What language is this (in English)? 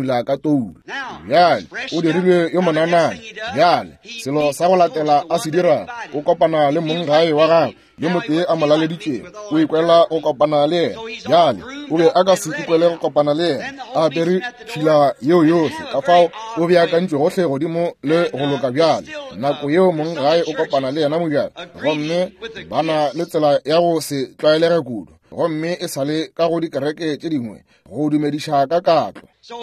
Northern Sotho